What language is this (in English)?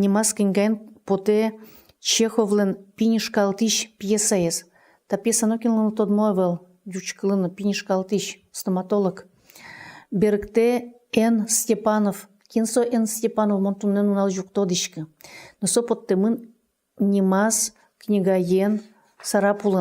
Udmurt